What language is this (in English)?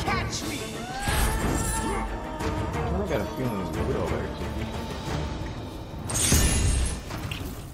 English